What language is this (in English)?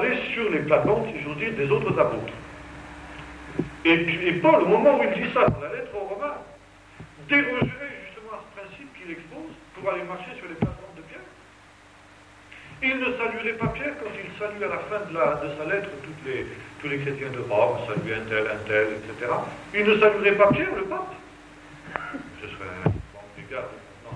French